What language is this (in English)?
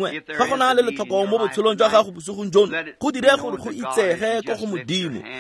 Tswana